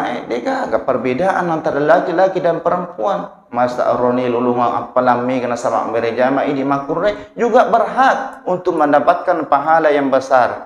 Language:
Buginese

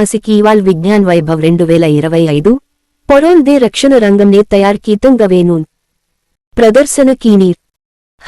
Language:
Gondi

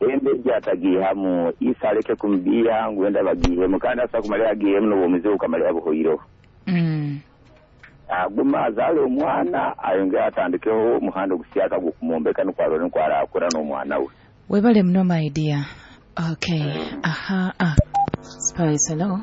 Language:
Nyoro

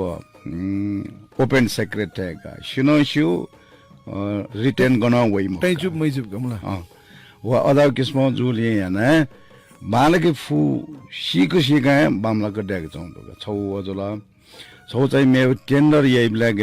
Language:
Newari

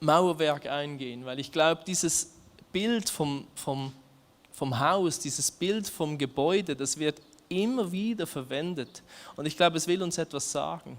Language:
Swiss German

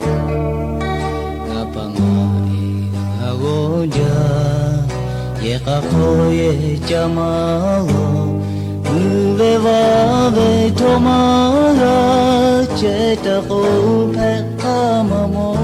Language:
Lahu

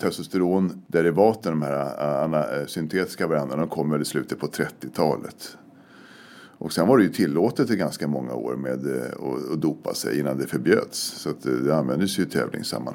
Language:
Swedish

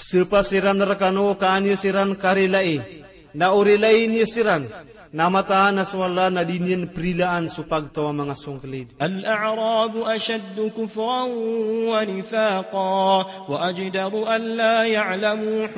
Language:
Maranao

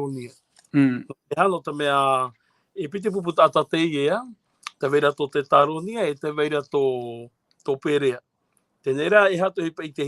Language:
Tahitian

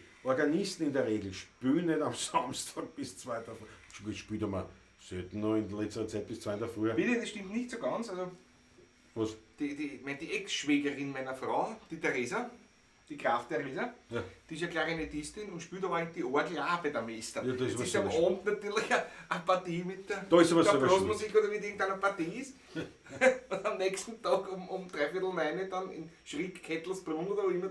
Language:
Bavarian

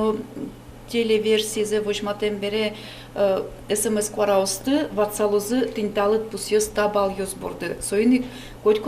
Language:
Udmurt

